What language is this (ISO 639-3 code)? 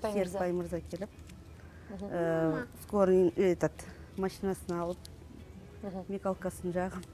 kaz